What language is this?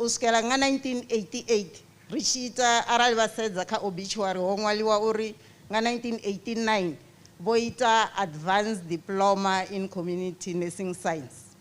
Venda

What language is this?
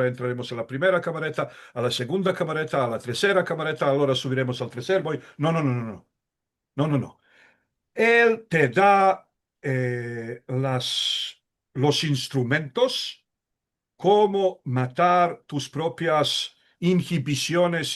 Ladino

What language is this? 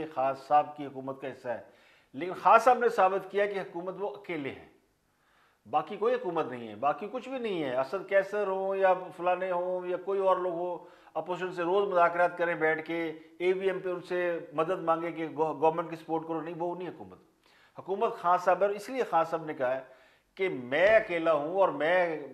Urdu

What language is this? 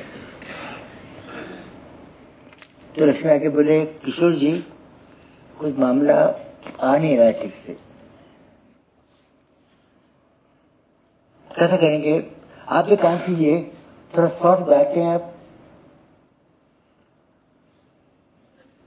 Hindi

